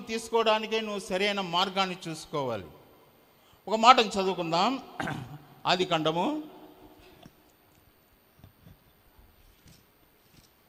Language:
Telugu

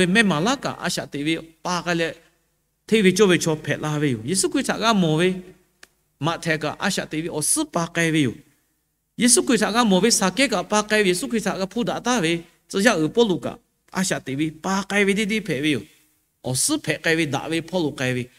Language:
Lahu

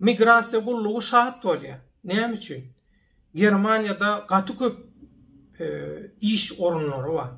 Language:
Turkmen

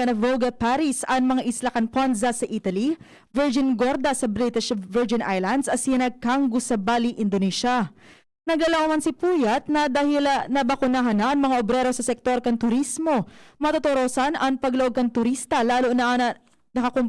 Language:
Bikol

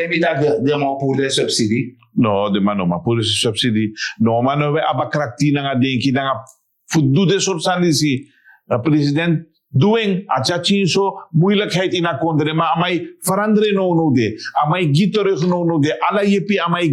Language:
Sranan Tongo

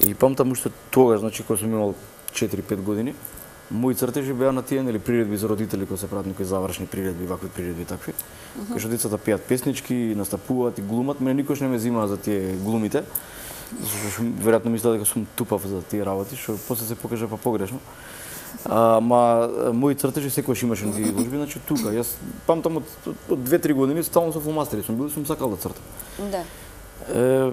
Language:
Macedonian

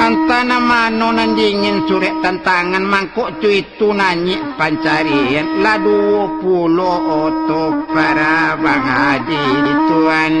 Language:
Minangkabau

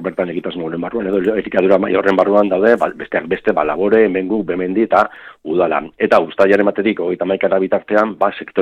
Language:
Basque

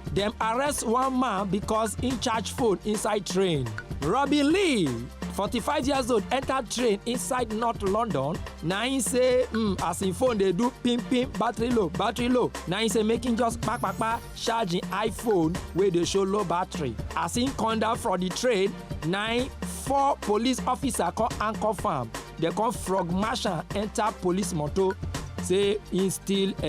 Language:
Nigerian Pidgin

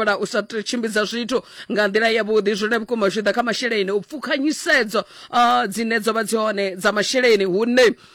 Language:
Venda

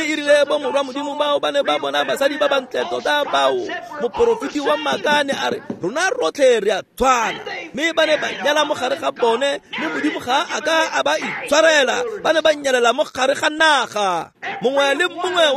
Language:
Tswana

